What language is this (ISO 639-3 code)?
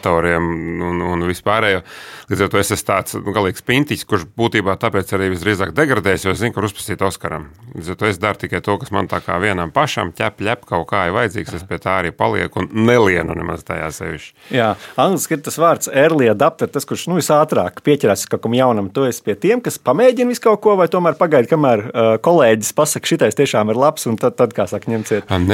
lav